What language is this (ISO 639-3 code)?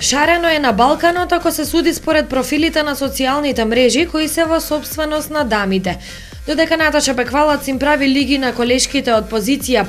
mkd